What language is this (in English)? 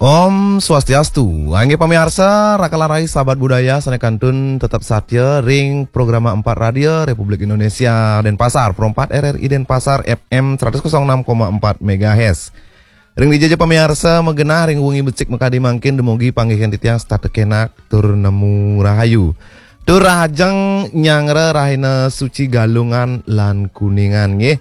Balinese